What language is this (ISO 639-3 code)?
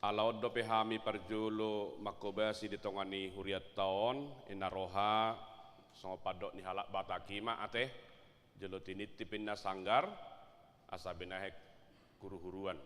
bbc